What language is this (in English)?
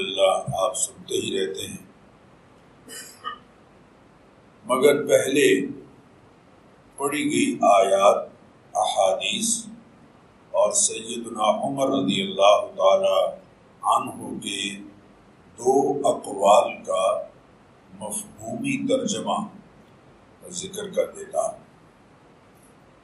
Urdu